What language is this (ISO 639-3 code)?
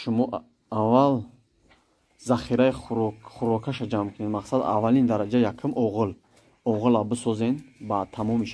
tgk